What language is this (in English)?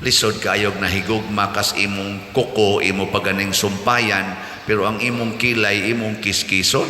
Cebuano